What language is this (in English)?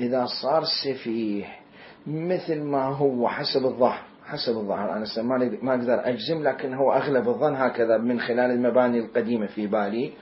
Mesopotamian Arabic